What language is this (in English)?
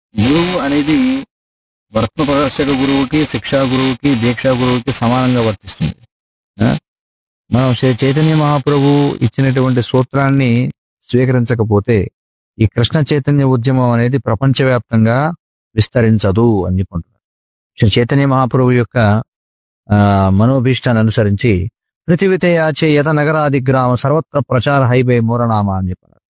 Telugu